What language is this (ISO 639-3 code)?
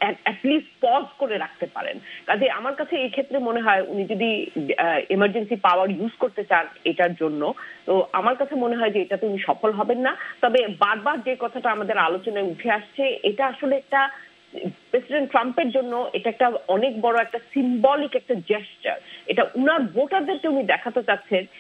ben